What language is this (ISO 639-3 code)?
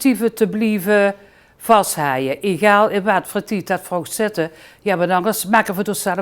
lim